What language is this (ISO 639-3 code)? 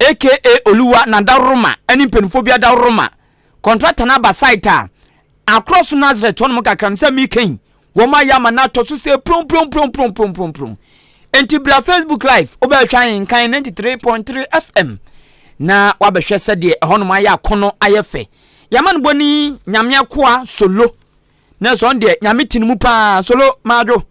aka